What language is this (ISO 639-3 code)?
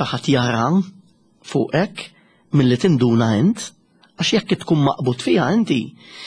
mlt